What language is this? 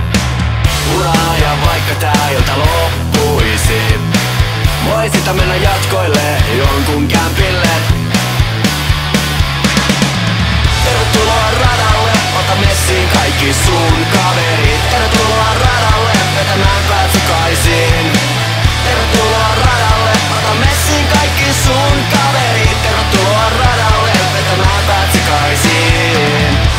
Finnish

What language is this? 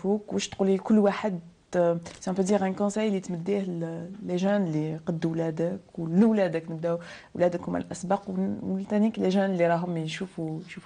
Algerian Arabic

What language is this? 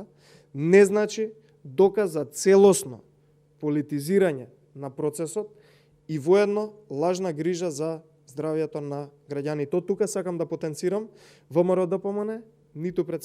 Macedonian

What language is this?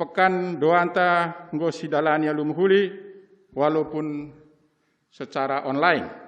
Batak Karo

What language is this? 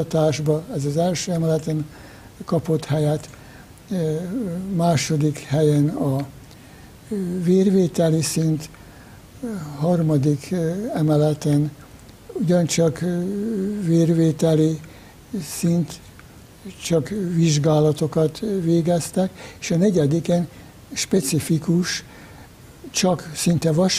Hungarian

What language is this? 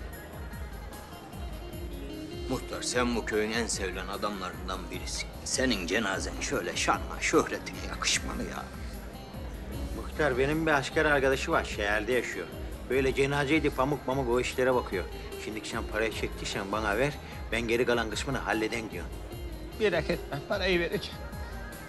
Turkish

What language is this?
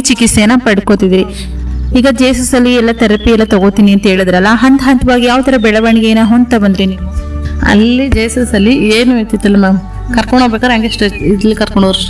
Kannada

